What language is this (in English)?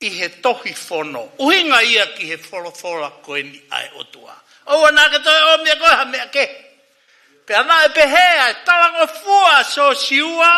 Tongan